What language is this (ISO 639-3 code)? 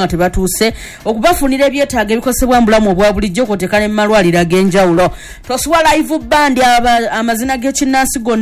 lug